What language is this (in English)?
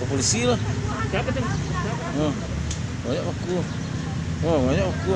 Minangkabau